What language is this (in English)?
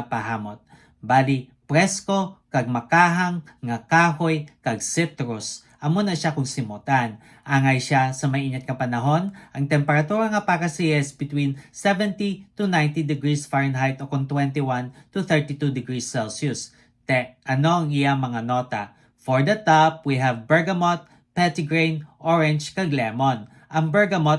Hiligaynon